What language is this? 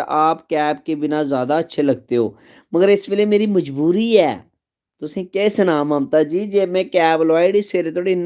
Dogri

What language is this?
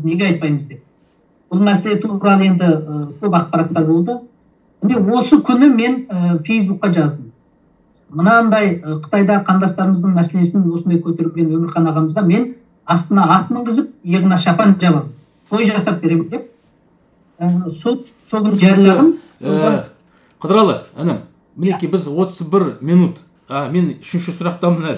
Kazakh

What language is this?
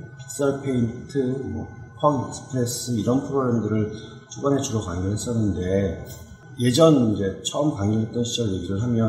Korean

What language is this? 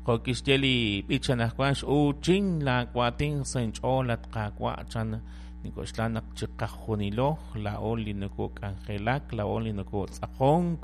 Kekchí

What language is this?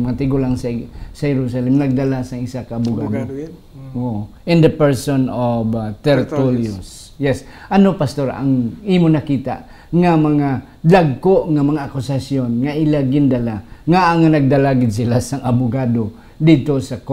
Hiligaynon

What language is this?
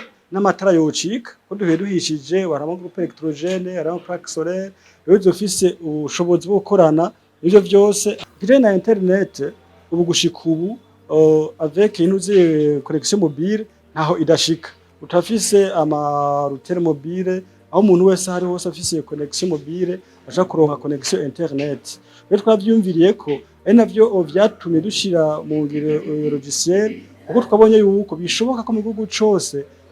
Rundi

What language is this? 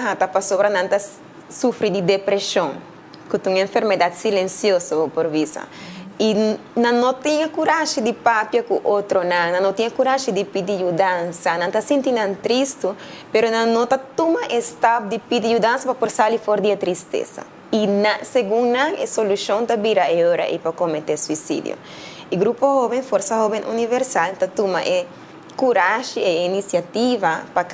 Papiamento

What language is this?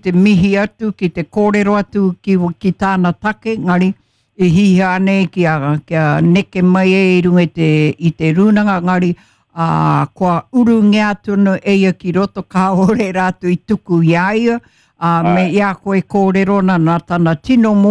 Māori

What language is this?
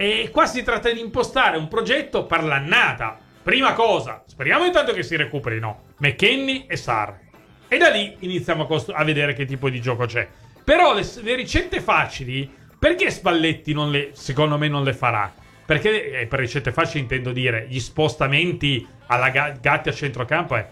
Italian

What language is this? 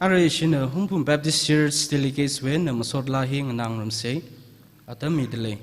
Tangkhul Naga (India)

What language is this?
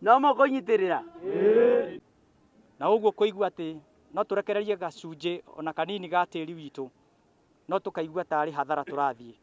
Kikuyu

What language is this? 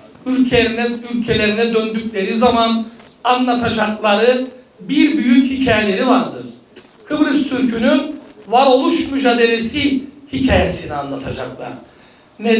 Turkish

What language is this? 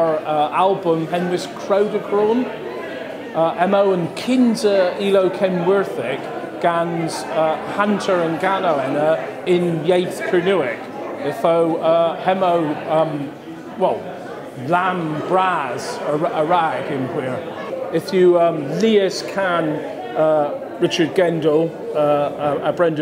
Cornish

